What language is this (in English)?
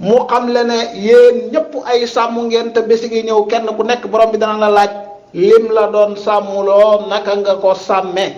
Wolof